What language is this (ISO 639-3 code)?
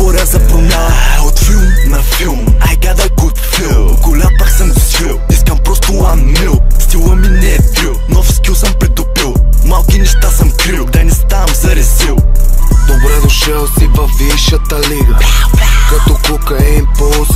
bul